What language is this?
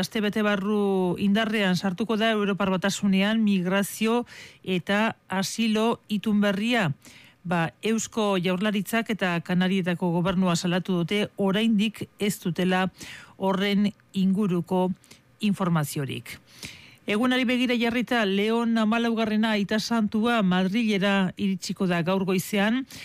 Basque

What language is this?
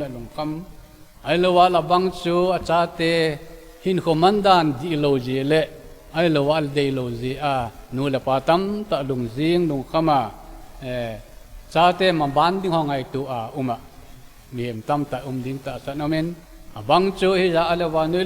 Thado Chin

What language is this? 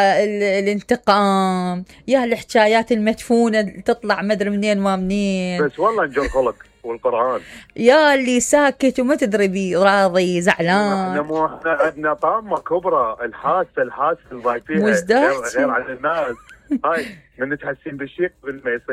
Mesopotamian Arabic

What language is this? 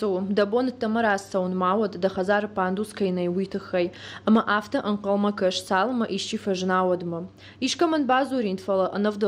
Ossetic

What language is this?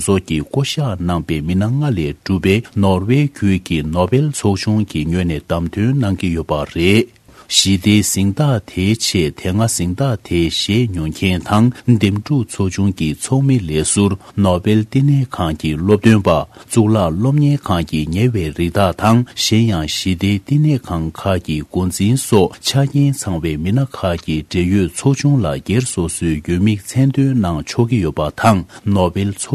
Tibetan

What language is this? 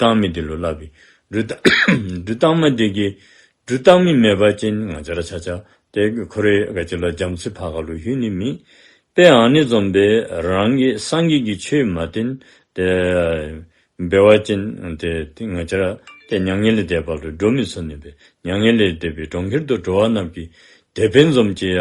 Dzongkha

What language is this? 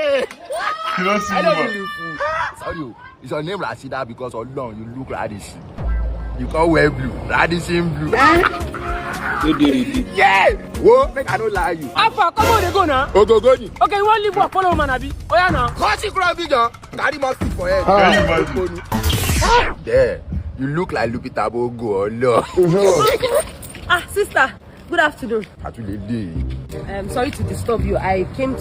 Nigerian Pidgin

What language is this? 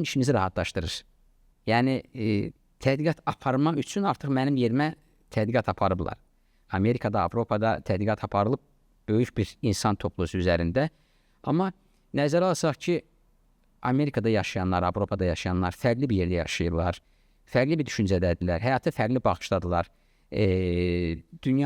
Azerbaijani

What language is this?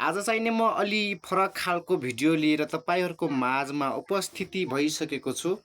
Nepali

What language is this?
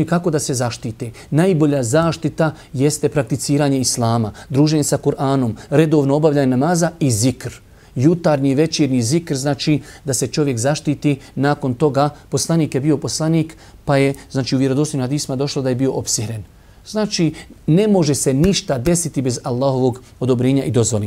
Bosnian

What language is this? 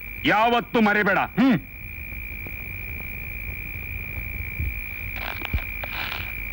Kannada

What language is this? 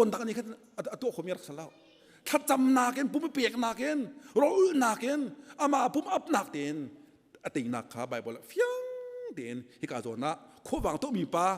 Hakha Chin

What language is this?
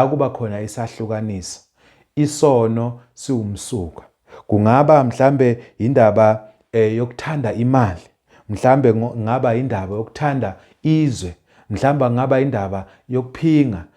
Zulu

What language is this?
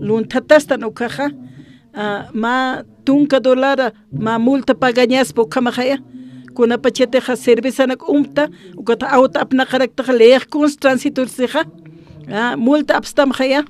Aymara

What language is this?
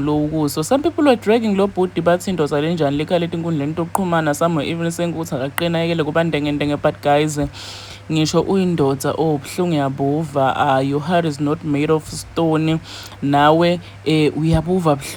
Zulu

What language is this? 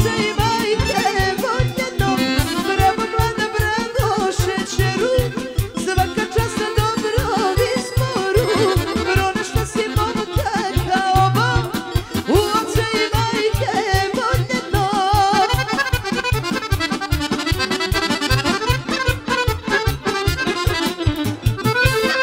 Serbian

